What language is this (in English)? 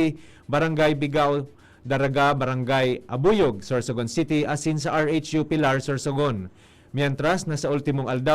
Bikol